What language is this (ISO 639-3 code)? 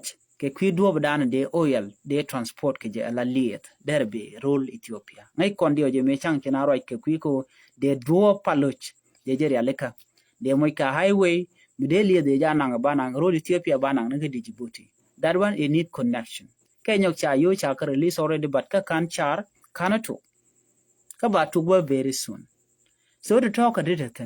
nus